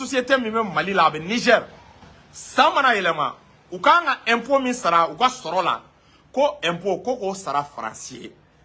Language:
Bambara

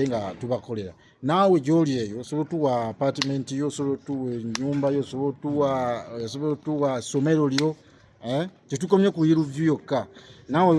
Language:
Ganda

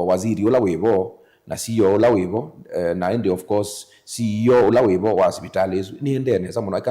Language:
Kamba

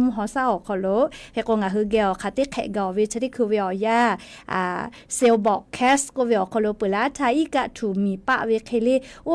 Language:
Lahu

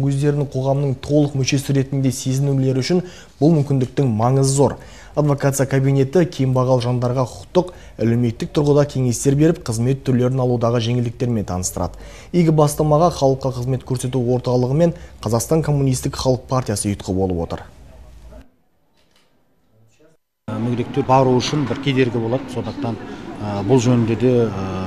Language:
Kazakh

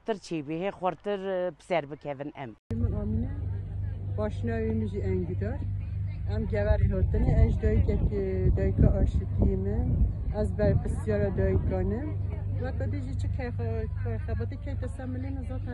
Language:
Kurdish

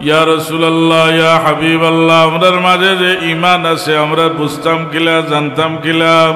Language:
Sylheti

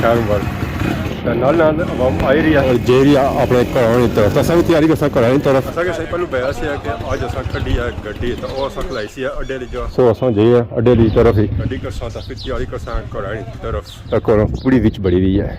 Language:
Pahari-Potwari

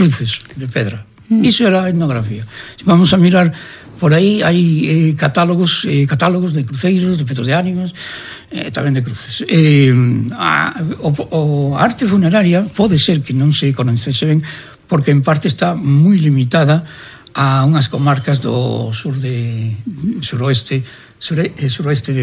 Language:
Galician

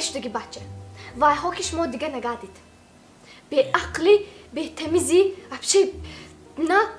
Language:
Tajik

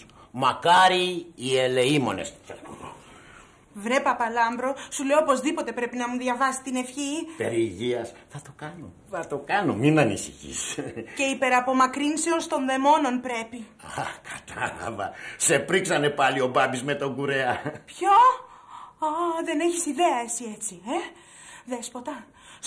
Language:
Greek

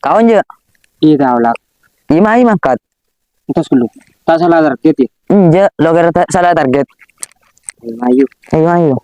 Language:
Madurese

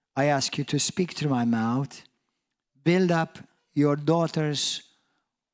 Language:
English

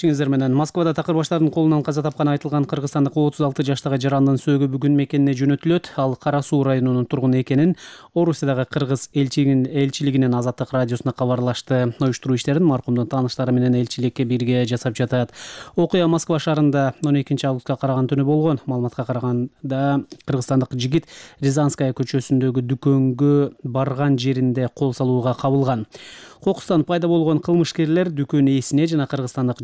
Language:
Kyrgyz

